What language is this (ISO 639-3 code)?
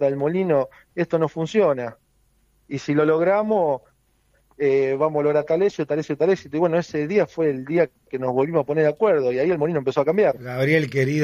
spa